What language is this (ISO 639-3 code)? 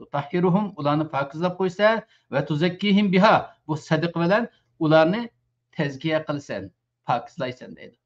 uig